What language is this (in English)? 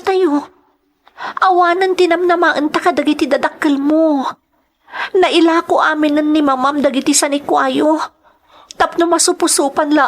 Iloko